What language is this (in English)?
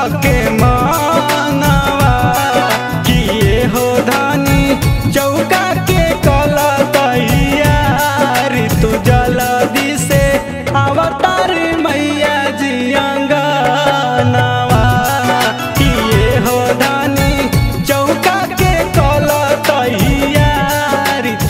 Bhojpuri